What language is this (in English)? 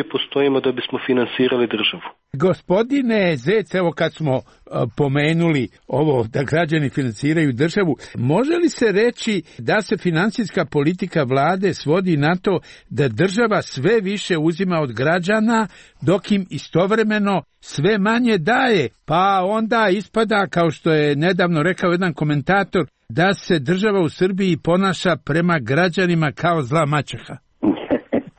Serbian